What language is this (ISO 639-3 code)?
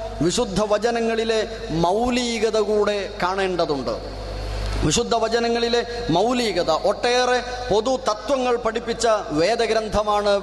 mal